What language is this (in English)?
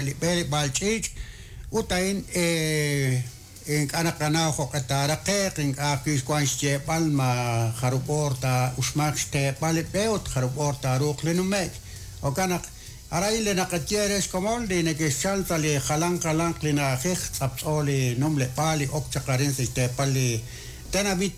Kekchí